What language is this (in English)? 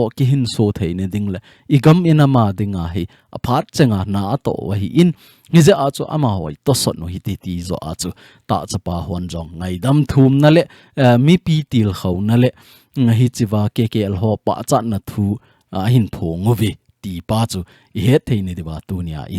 Thado Chin